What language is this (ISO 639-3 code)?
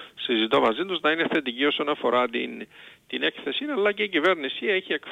ell